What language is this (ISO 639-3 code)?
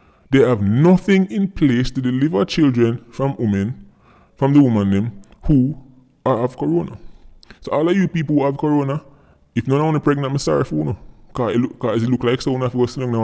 jam